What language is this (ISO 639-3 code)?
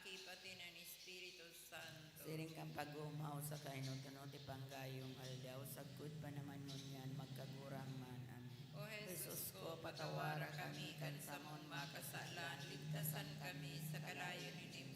bik